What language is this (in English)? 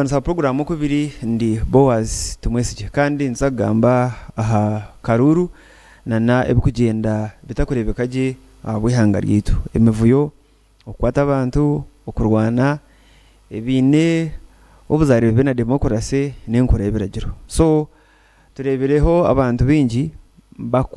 Nyankole